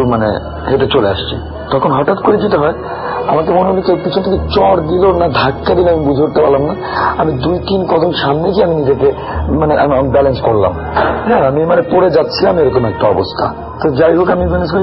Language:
Bangla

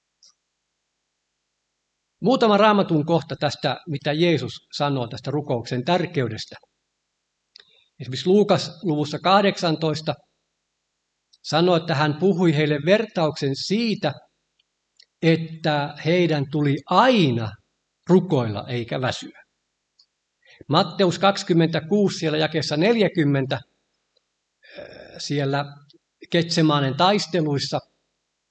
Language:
Finnish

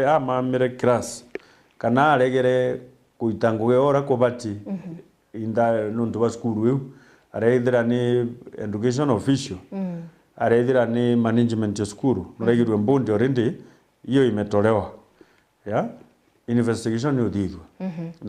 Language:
Meru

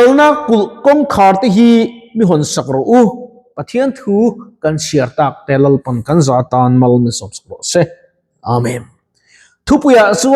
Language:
Mizo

